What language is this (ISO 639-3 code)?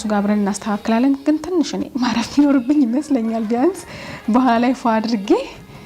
amh